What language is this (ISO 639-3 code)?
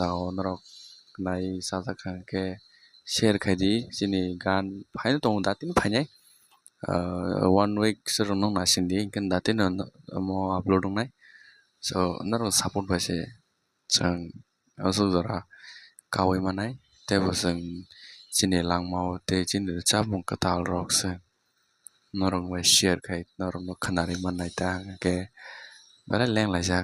trp